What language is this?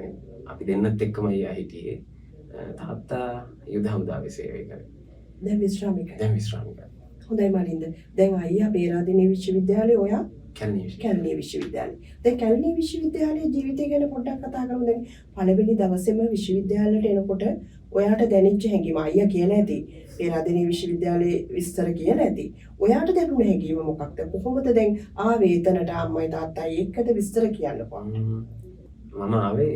Sinhala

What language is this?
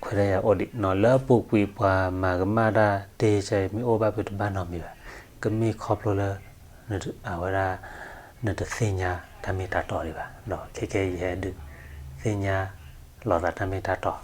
S'gaw Karen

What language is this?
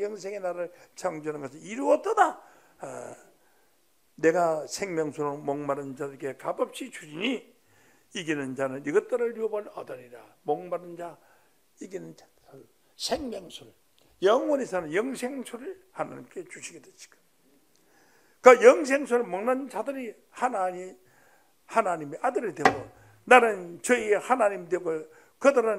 Korean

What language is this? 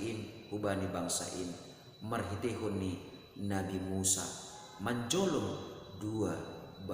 Batak Simalungun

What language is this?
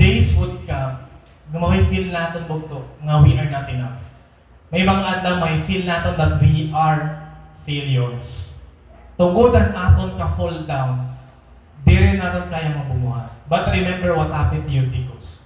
Waray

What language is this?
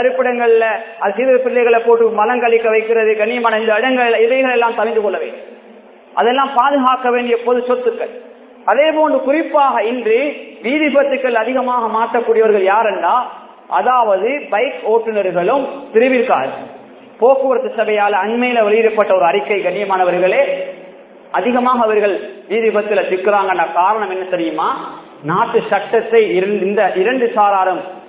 Tamil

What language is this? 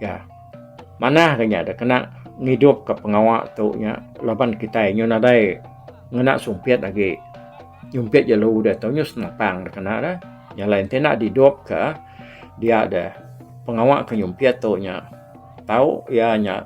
Iban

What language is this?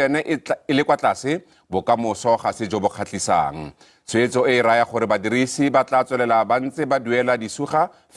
Tswana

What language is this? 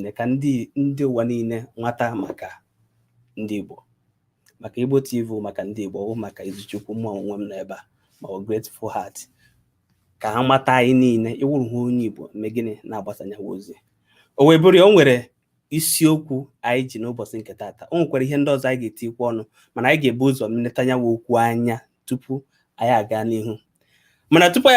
Igbo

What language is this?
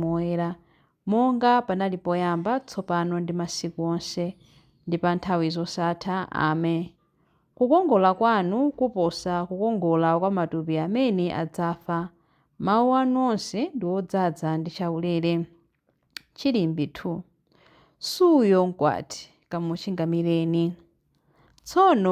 Nyanja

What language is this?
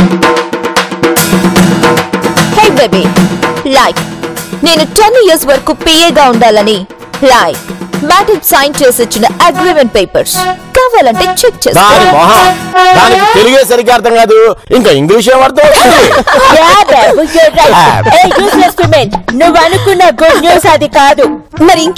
Telugu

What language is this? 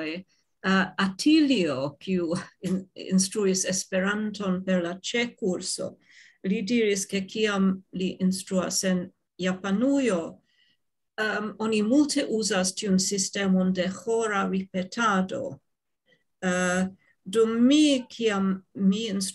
Esperanto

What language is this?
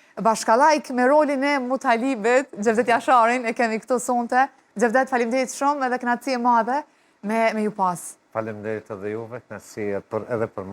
Albanian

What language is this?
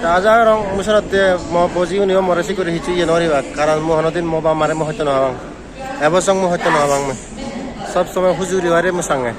Chakma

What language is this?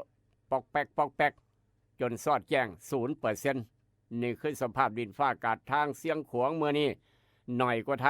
Northeastern Thai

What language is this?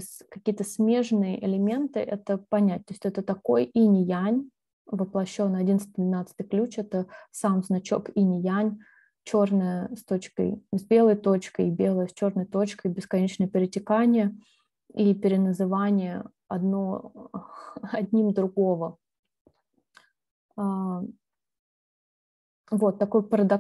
Russian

